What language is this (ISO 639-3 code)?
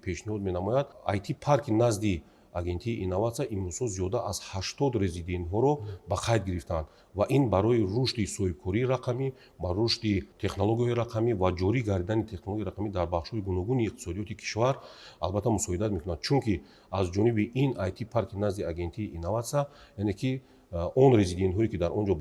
tgk